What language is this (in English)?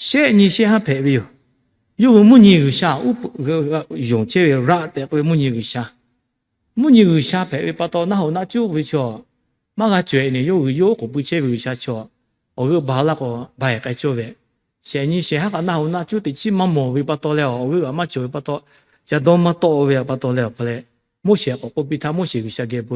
Lahu